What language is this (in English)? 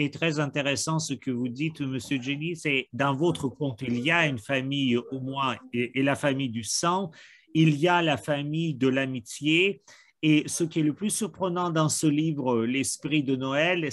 French